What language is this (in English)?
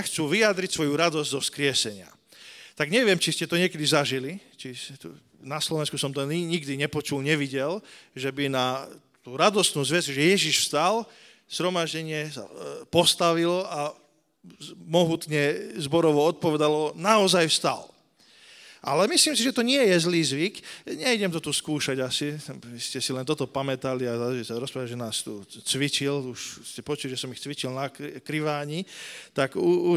Slovak